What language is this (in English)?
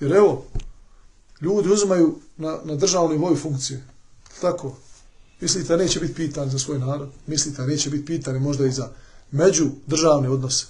Bosnian